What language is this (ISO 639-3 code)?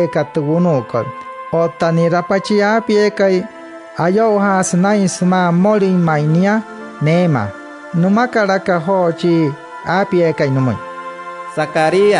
guc